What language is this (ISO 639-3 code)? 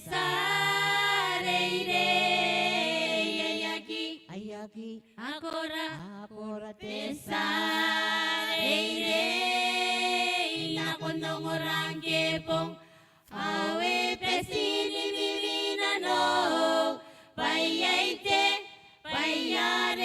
gil